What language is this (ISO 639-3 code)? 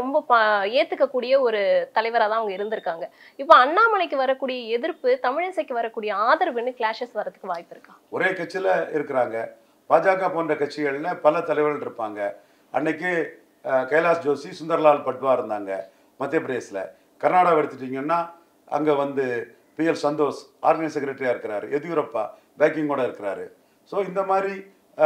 tam